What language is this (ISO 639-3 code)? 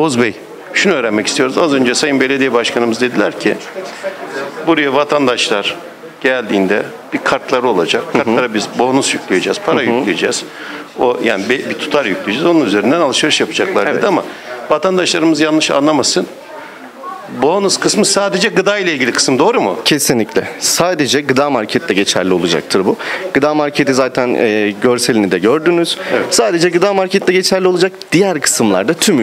tur